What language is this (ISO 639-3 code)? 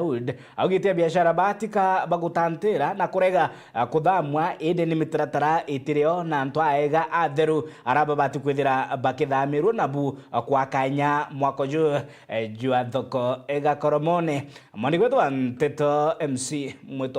mer